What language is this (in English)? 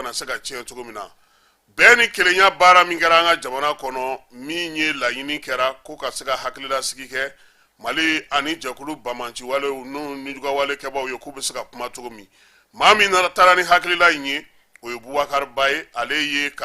Bambara